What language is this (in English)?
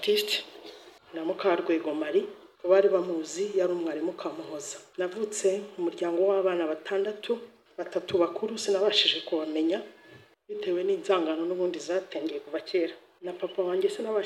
Kinyarwanda